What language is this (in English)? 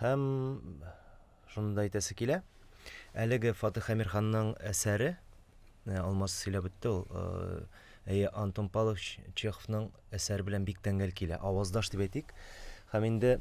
Tatar